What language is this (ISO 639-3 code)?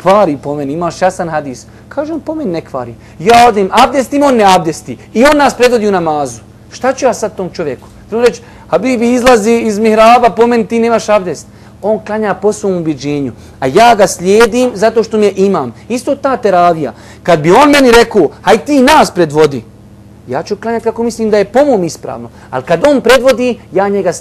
bos